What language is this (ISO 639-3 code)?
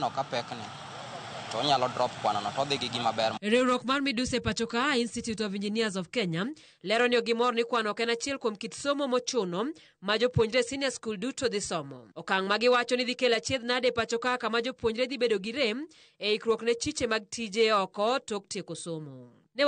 luo